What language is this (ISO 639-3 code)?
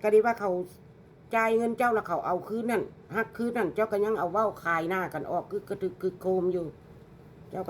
tts